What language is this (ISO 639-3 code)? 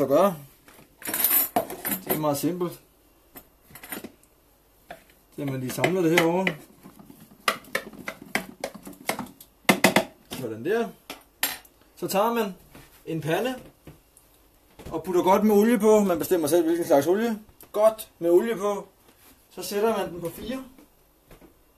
dan